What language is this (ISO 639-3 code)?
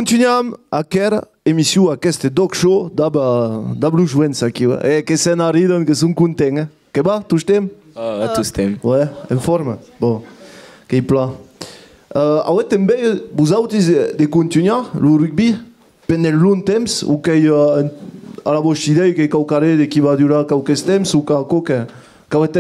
oci